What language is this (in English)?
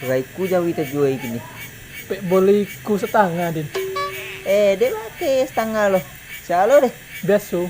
Minangkabau